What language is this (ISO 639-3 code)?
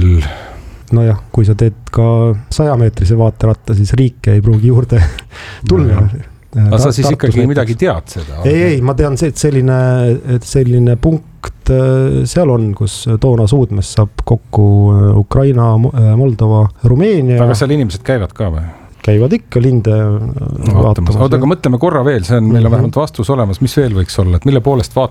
est